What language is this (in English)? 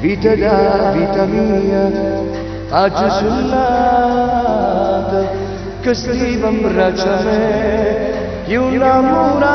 Neapolitan